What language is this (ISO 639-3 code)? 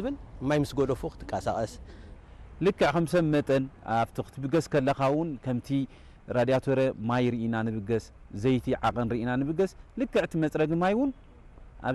tir